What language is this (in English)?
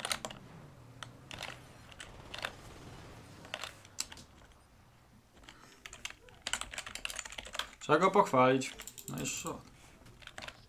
Polish